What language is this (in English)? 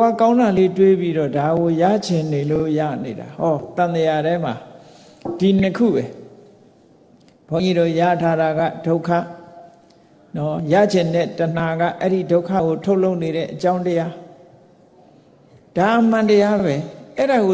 Burmese